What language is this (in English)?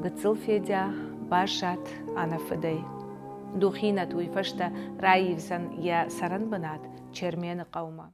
Ossetic